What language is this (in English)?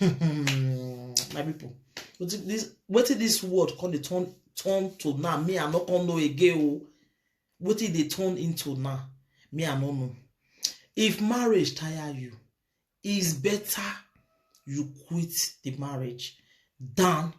Nigerian Pidgin